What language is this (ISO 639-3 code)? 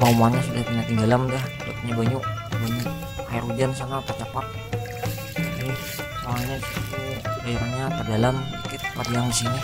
bjn